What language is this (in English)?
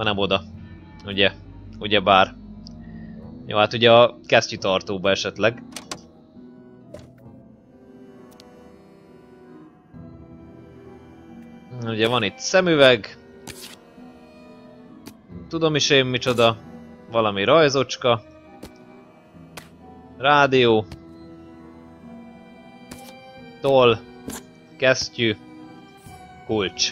Hungarian